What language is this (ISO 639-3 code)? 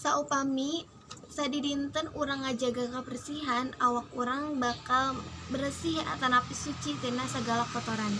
sun